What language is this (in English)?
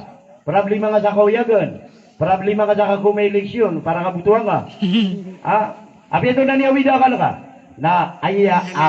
Maranao